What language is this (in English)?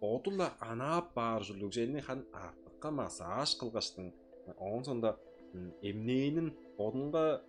Tuvinian